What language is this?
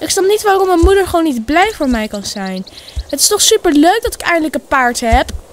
Dutch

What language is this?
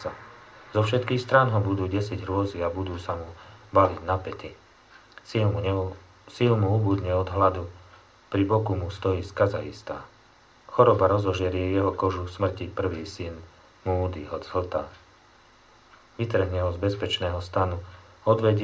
Slovak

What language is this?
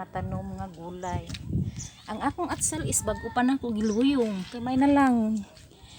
Cebuano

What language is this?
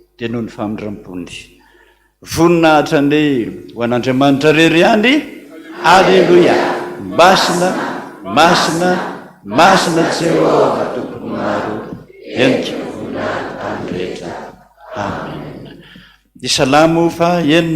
Malagasy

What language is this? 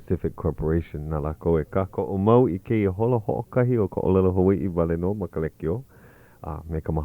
Hawaiian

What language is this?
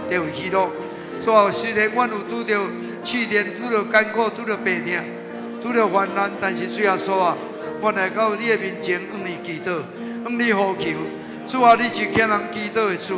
Min Nan Chinese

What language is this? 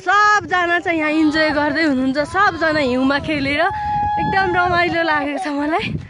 Nepali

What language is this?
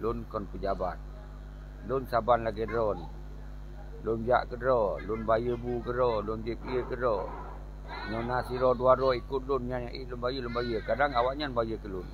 Achinese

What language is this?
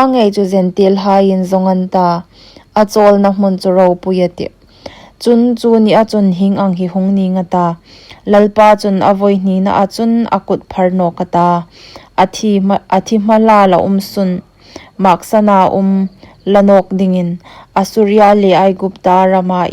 Hmar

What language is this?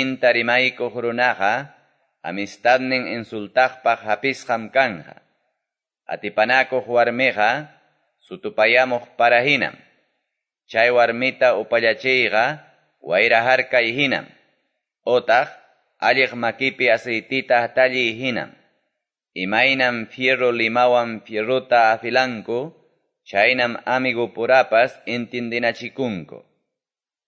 Quechua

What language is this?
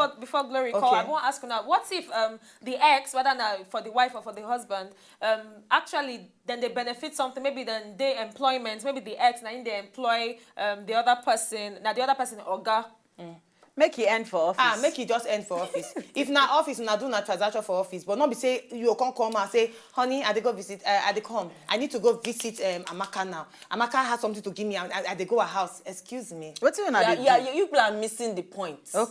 Nigerian Pidgin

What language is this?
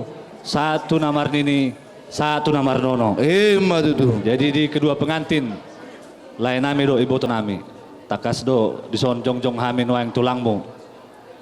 Batak Toba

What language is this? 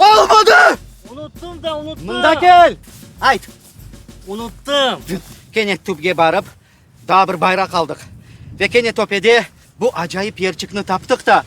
Crimean Tatar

